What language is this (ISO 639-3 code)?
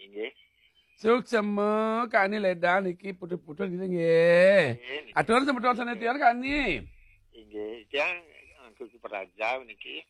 ban